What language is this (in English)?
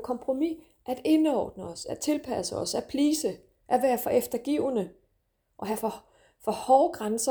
Danish